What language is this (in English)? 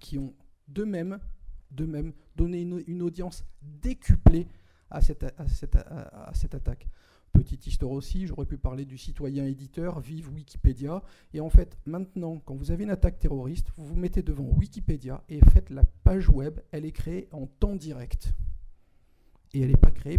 French